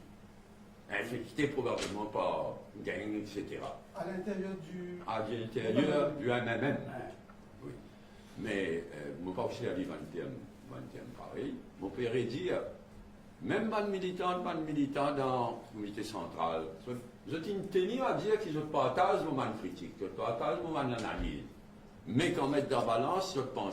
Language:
Morisyen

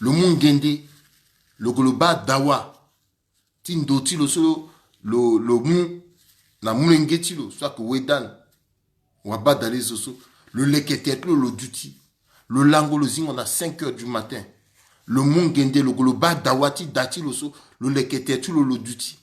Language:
Sango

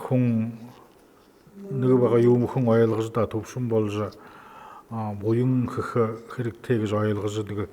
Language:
Buriat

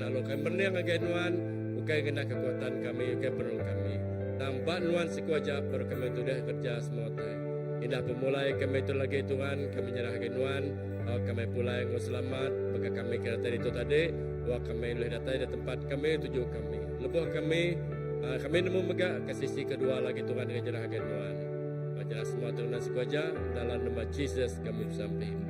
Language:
Iban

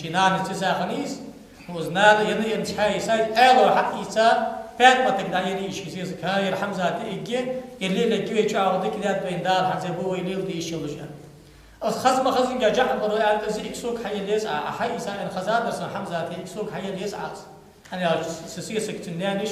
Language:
Ingush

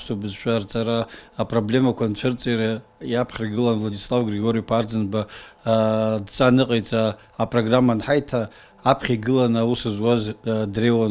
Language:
Abkhazian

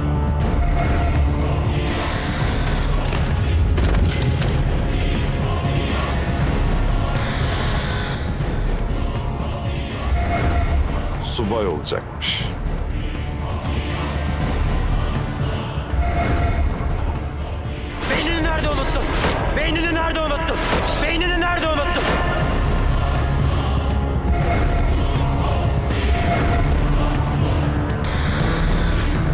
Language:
Turkish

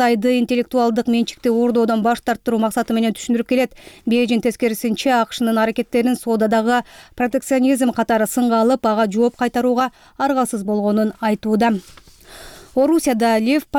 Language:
Kyrgyz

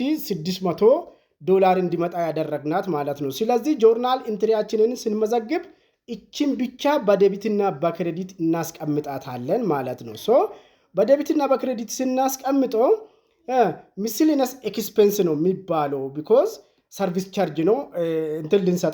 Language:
Amharic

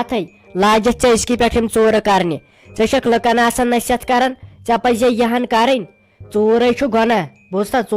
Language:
Kashmiri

